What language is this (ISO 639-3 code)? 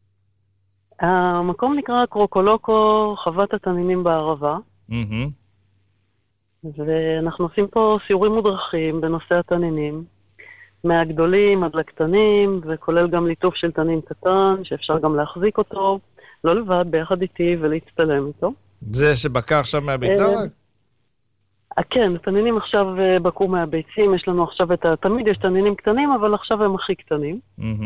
heb